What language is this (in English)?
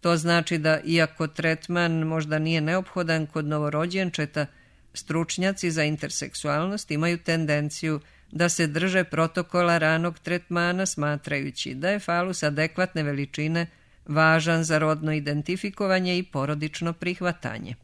Serbian